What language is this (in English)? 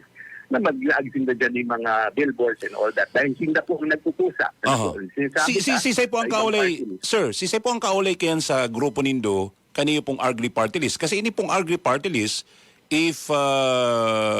Bikol